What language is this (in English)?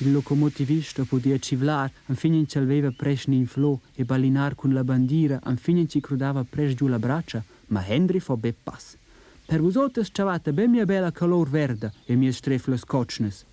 Romansh